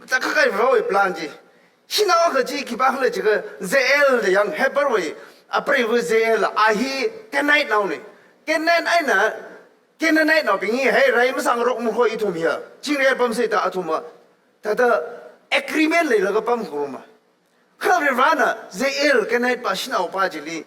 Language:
Tangkhul Naga (India)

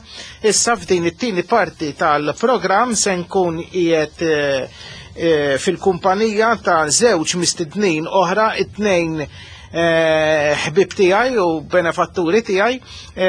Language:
Maltese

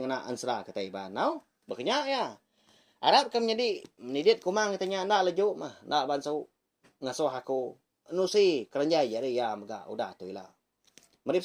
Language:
Iban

